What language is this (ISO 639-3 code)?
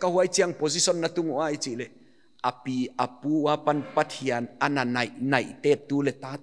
pck